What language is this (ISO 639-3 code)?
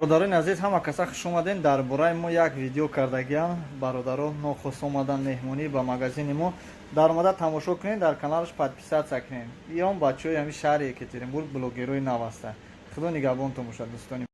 tgk